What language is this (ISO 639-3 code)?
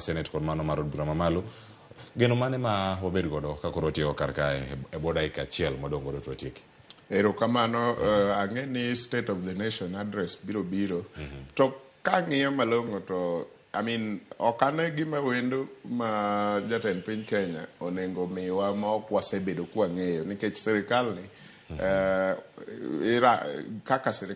luo